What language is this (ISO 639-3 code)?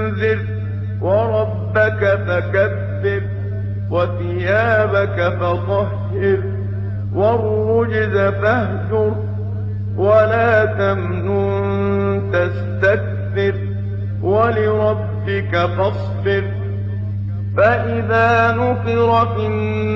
bos